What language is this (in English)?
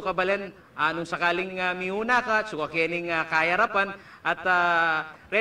Pampanga